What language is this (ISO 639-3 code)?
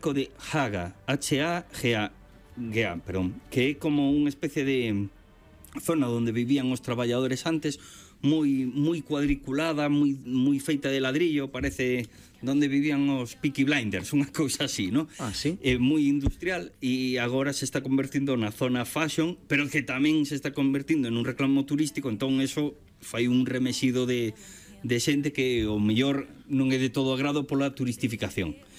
glg